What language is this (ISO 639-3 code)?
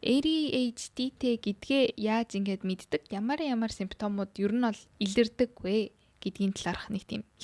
mon